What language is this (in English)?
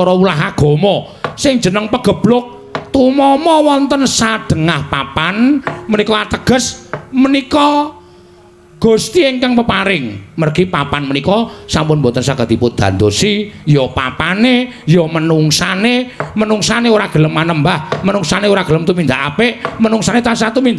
Javanese